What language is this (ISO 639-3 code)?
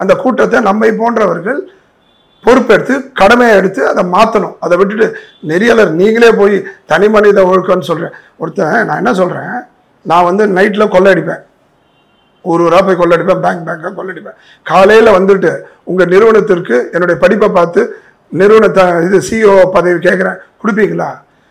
tam